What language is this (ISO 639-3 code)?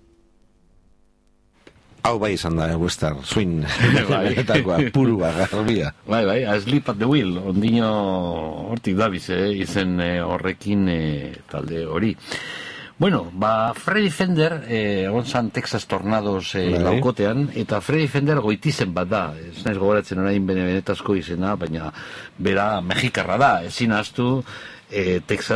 eus